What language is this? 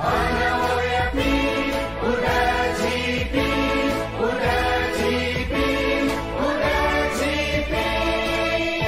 Newari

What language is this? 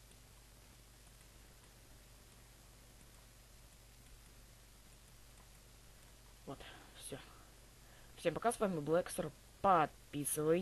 Russian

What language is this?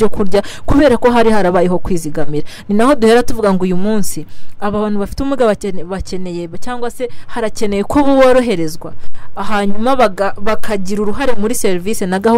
Kinyarwanda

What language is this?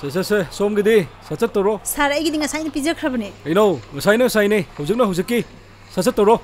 Manipuri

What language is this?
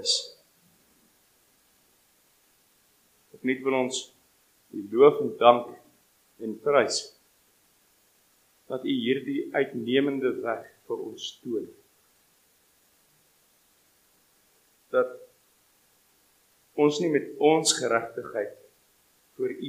Afrikaans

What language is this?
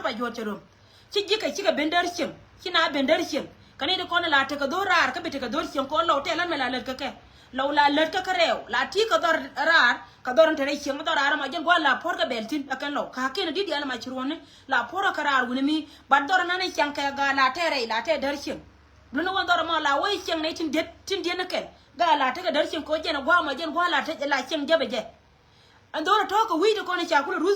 Nuer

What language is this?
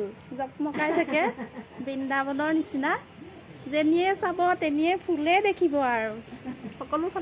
Assamese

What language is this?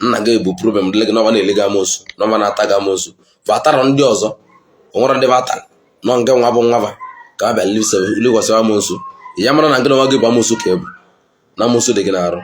Igbo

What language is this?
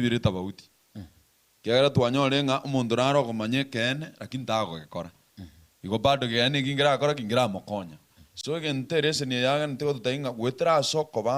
Gusii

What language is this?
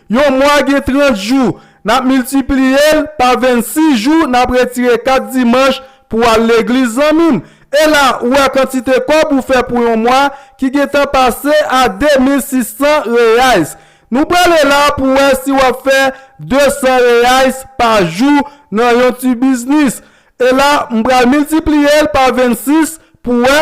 Haitian Creole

